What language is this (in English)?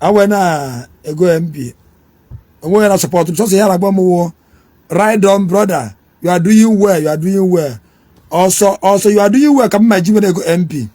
Igbo